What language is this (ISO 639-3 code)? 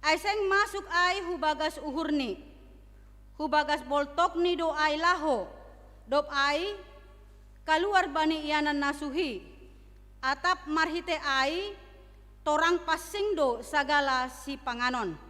bts